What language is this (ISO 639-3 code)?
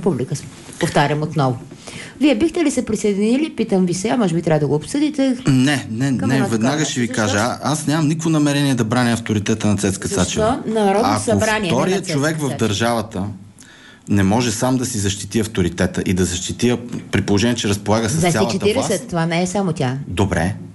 bul